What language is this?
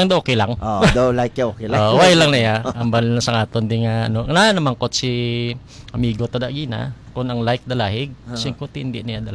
Hiligaynon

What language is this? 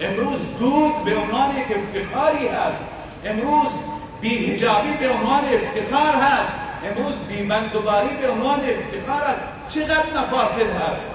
Persian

